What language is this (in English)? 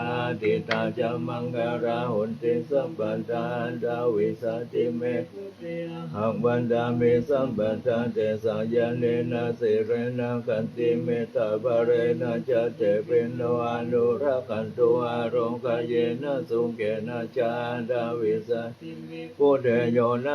Pali